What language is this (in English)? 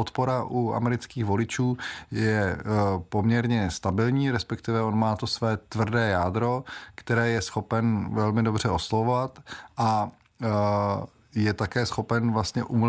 Czech